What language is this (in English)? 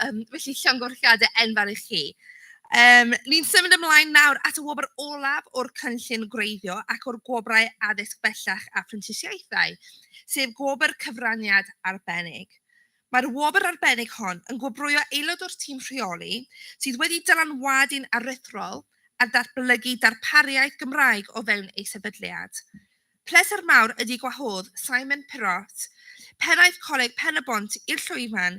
Welsh